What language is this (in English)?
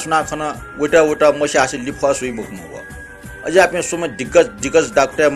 Newari